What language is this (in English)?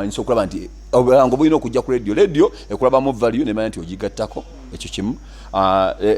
Ganda